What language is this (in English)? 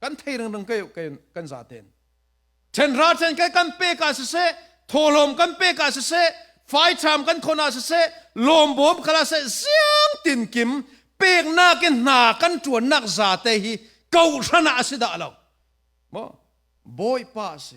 Falam Chin